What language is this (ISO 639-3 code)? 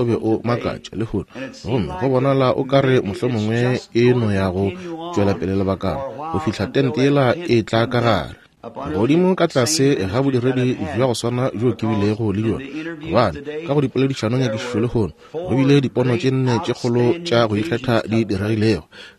nso